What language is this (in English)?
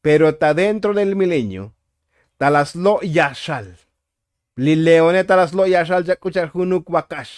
Tzotzil